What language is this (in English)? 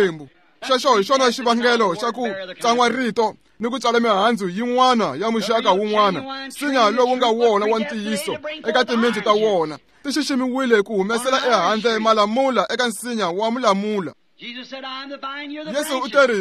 Tsonga